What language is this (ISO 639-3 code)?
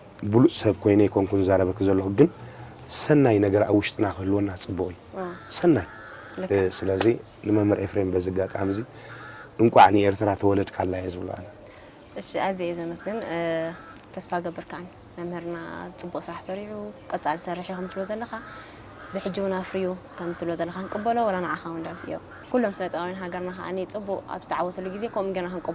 tir